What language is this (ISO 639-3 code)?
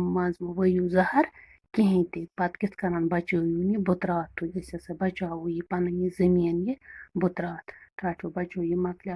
kas